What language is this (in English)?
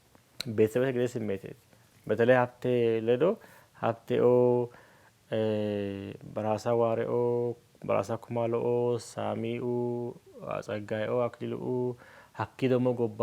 Sidamo